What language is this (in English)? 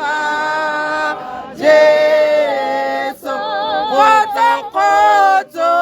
Tswana